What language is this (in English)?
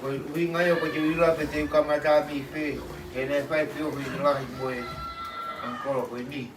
Tongan